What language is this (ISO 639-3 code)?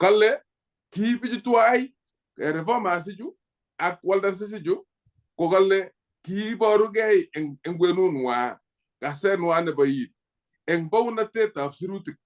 kln